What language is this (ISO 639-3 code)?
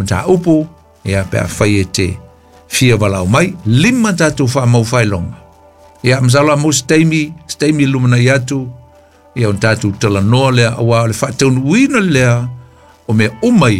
smo